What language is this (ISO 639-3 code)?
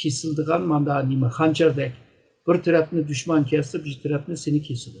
uig